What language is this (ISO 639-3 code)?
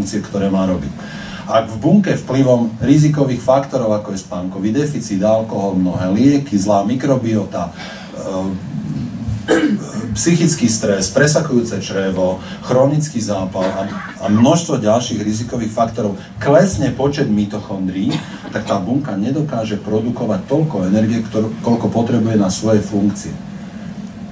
slk